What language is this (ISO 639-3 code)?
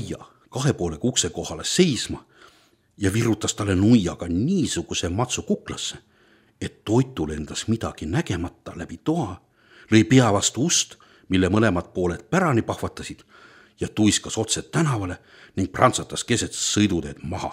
est